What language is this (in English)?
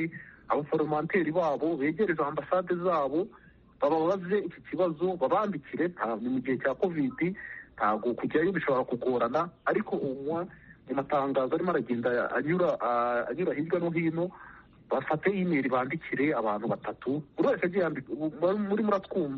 Kinyarwanda